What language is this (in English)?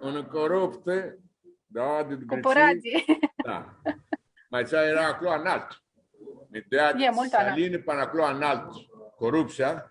Aromanian